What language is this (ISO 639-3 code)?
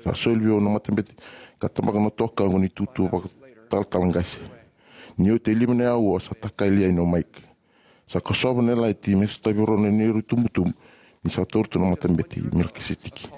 fij